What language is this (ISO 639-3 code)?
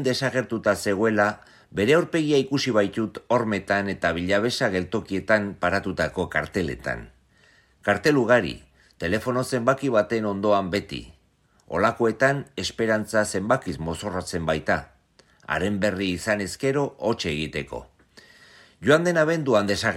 eus